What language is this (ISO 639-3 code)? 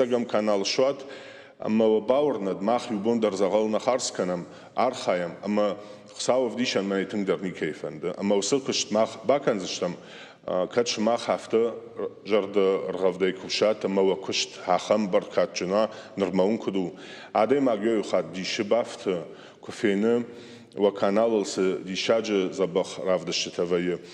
oss